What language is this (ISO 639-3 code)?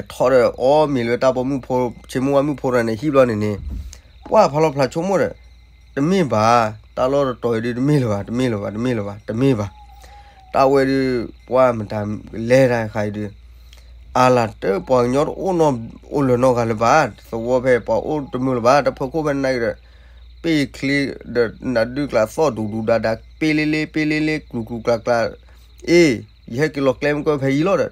ksw